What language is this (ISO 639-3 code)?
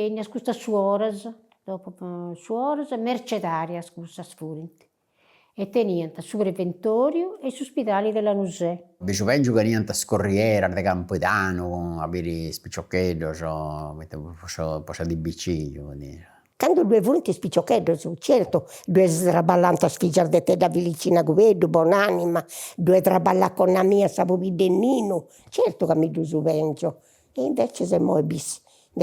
srd